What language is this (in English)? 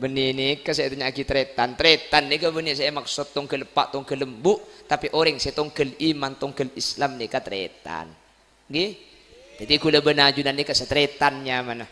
Madurese